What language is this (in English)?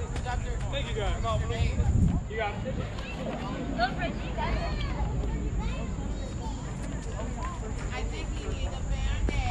English